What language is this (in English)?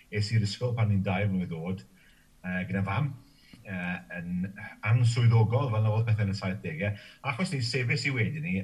Welsh